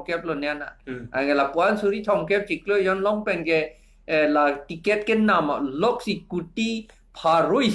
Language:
Karbi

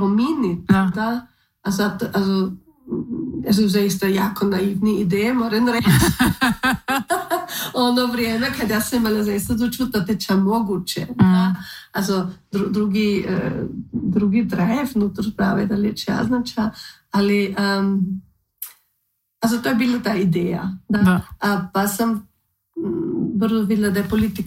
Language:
Croatian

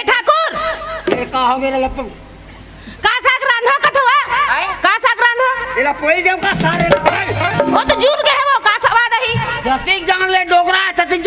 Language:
Chhattisgarhi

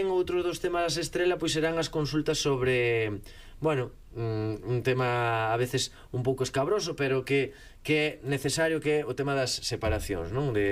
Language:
Galician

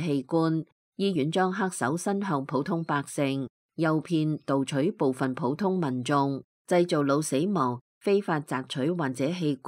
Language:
Cantonese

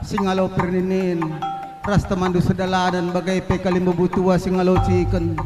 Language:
Batak Karo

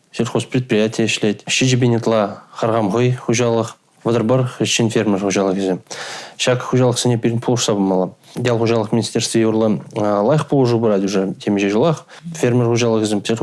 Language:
Chuvash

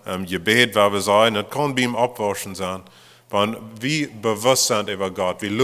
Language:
Plautdietsch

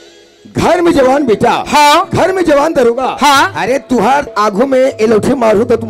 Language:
Chhattisgarhi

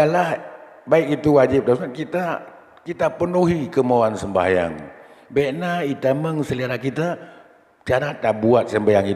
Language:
Achinese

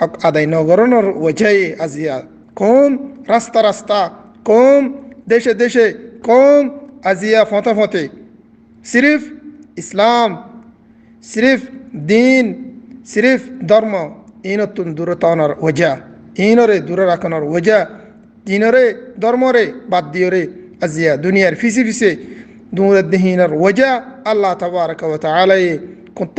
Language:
Rohingya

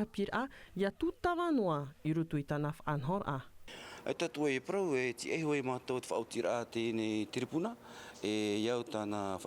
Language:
Tahitian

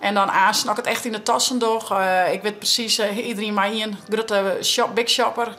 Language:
Western Frisian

